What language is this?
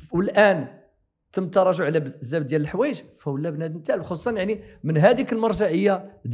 Moroccan Arabic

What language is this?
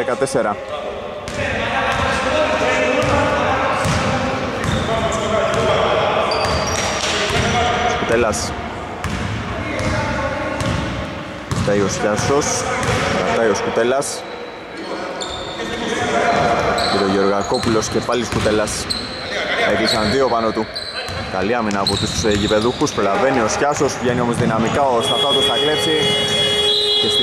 Greek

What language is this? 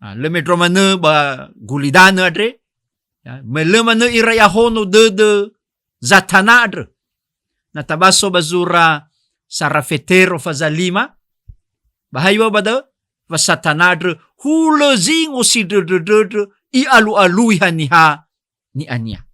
Nias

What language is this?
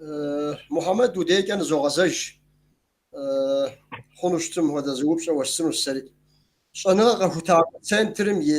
Kabardian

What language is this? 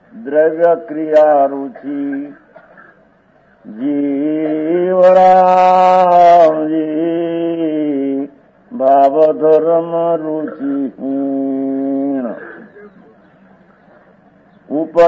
Gujarati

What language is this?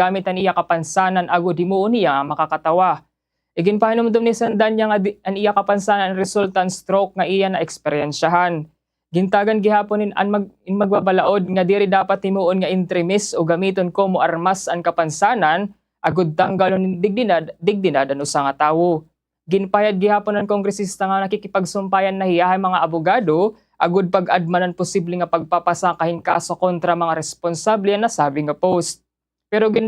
Waray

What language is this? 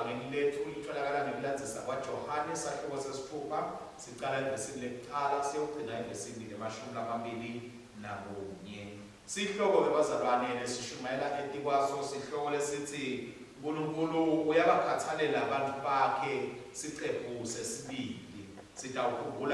Swati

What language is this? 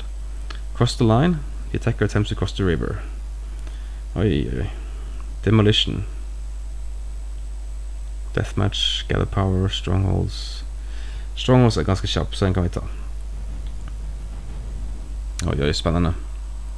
Norwegian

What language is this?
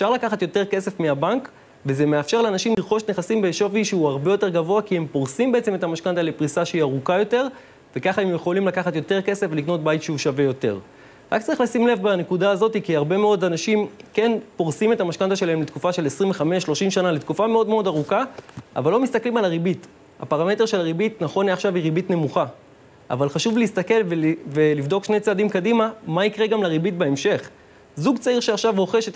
Hebrew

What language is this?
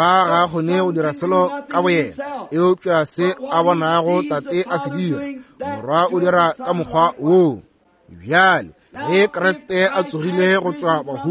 Northern Sotho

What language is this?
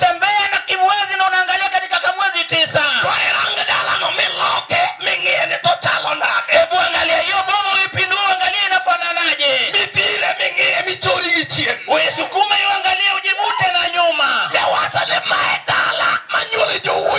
Luo (Kenya and Tanzania)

